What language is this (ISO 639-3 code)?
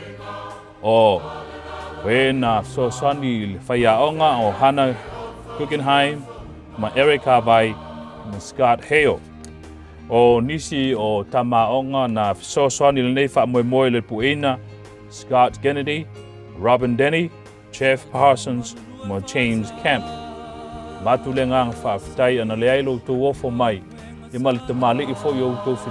smo